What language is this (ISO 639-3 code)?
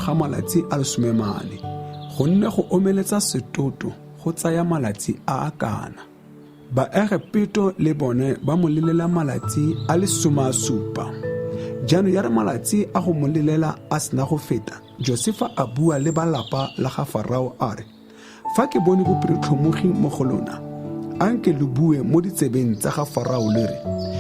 tsn